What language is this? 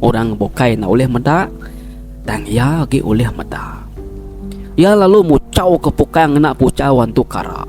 Iban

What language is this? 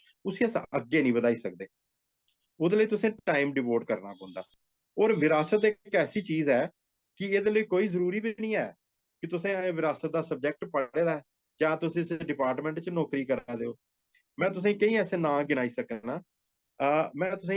Dogri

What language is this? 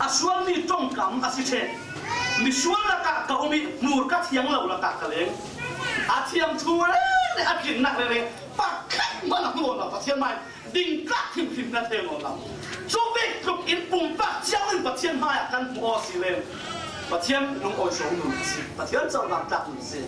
Falam Chin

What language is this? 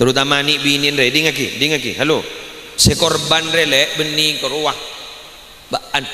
Madurese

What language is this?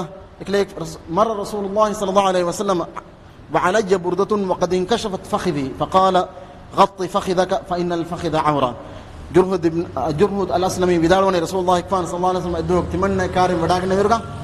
Divehi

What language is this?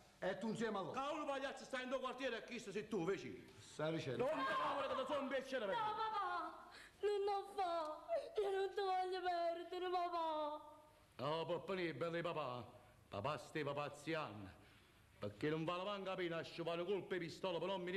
Neapolitan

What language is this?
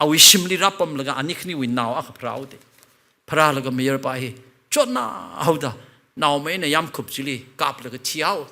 Tangkhul Naga (India)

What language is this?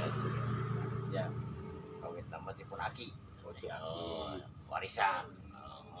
Sundanese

